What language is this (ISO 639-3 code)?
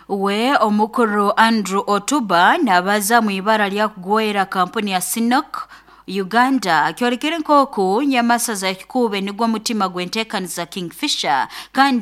nyo